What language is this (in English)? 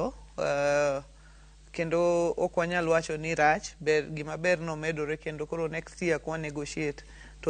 Luo (Kenya and Tanzania)